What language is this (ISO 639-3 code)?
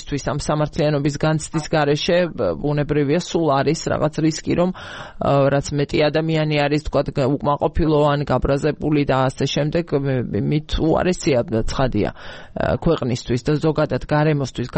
kat